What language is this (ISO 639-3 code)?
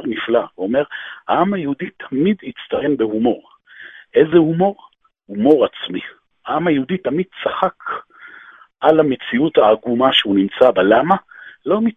heb